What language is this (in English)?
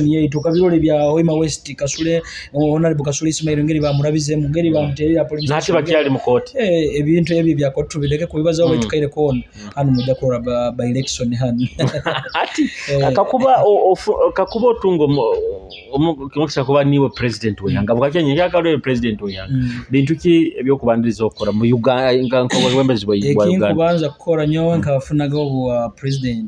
Nyoro